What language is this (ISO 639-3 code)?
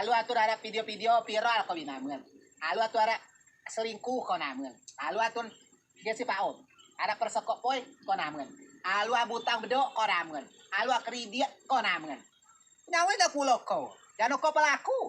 rej